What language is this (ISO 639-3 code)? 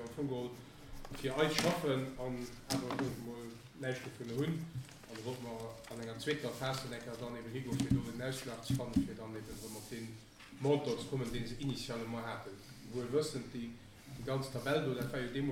ltz